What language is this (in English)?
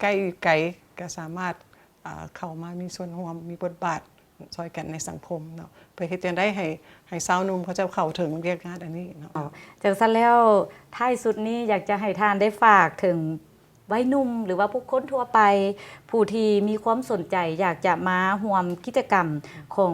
Lao